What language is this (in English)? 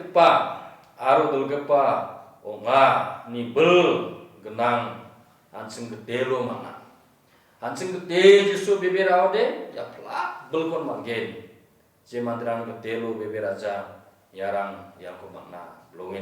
Garo